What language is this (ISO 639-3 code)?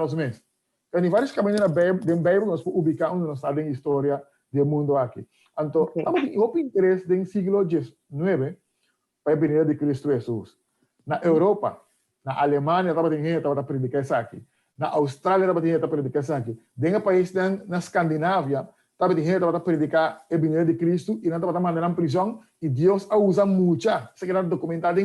pap